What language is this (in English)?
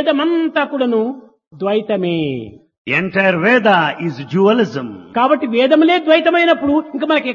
Telugu